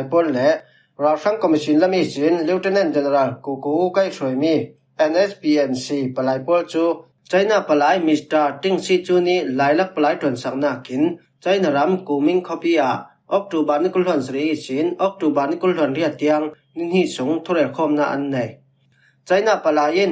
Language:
Falam Chin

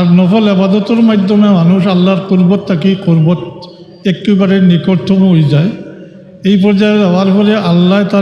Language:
Sylheti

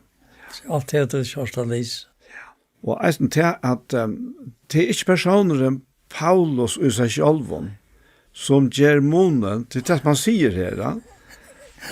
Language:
Faroese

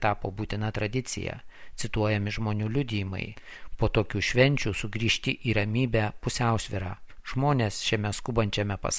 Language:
Lithuanian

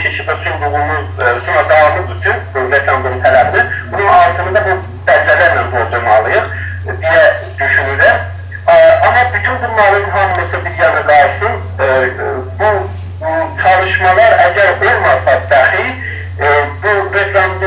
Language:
South Azerbaijani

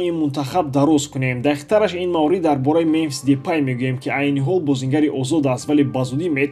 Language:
Tajik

